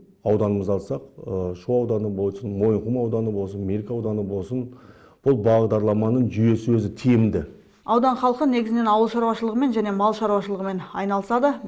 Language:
Kazakh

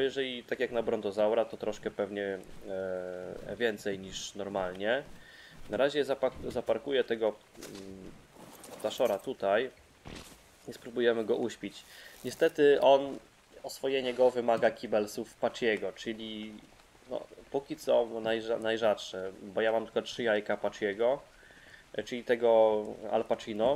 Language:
Polish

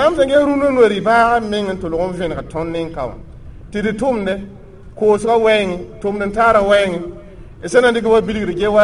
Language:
Mossi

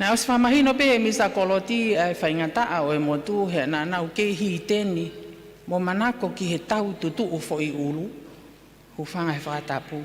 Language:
Tongan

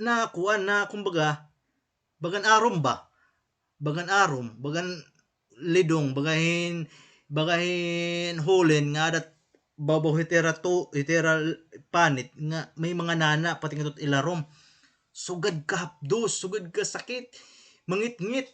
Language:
Waray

